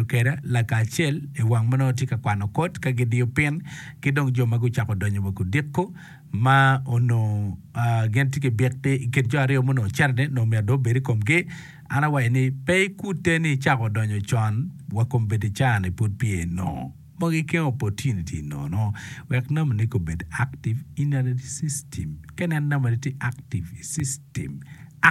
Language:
Acoli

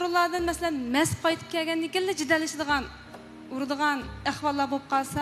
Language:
Uyghur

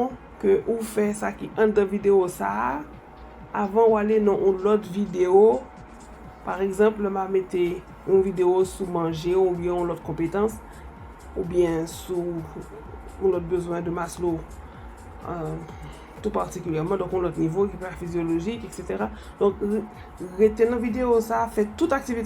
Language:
Haitian Creole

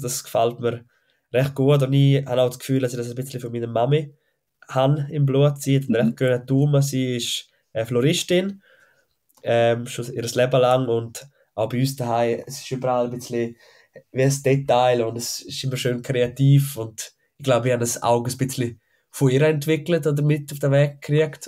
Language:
Swiss German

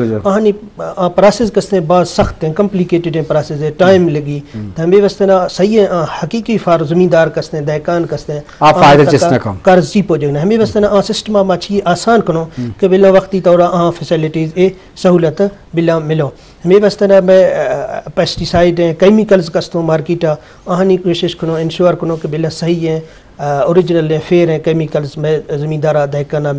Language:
Eastern Balochi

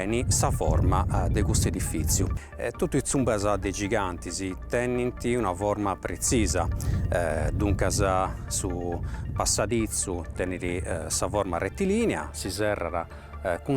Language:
Sardinian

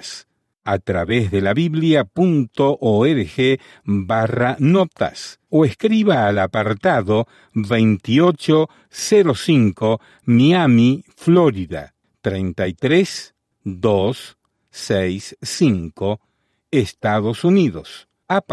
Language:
Spanish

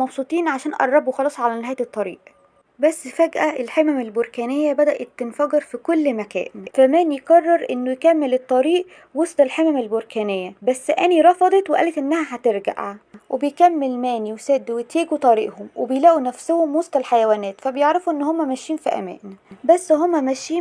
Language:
Egyptian Arabic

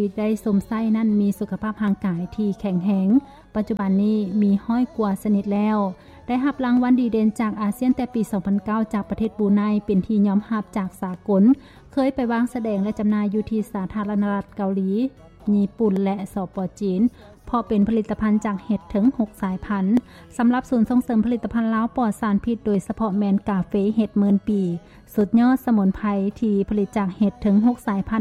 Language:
Lao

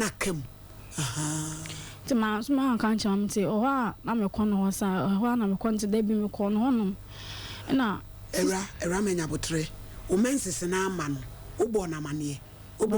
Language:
Akan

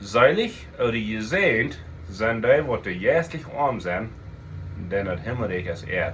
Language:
Plautdietsch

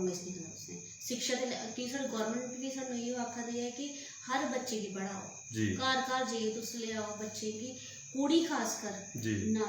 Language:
Dogri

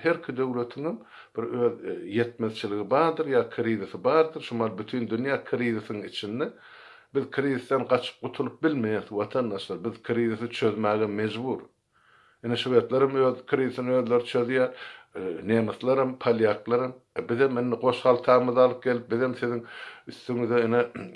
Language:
Turkmen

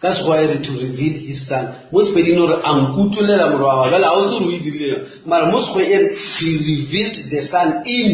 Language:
Northern Sotho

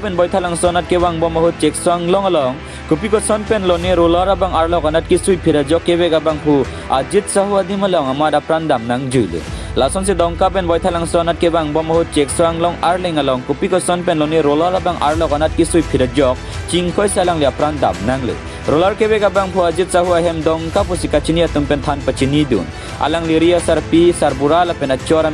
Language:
Karbi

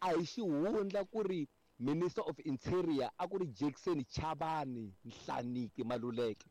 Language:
Tsonga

